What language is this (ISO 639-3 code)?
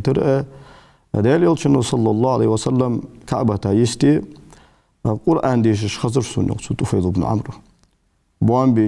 inh